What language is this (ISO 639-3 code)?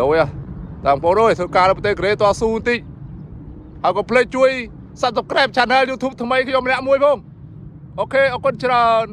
khm